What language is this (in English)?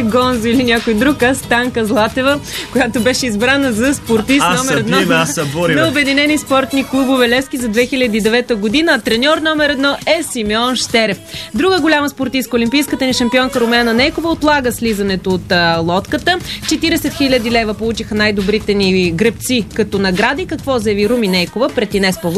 Bulgarian